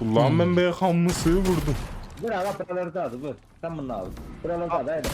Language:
South Azerbaijani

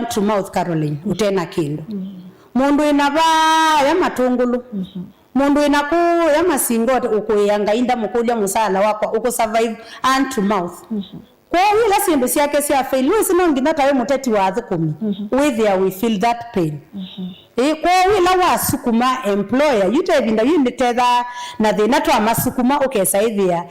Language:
Kamba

